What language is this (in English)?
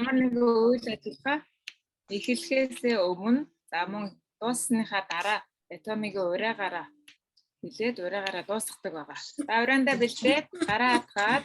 Mongolian